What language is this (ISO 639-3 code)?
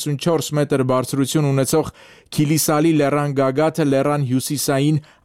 hye